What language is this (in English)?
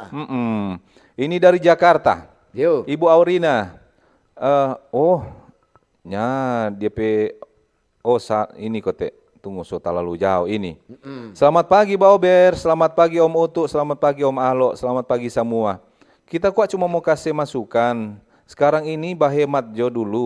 Manado Malay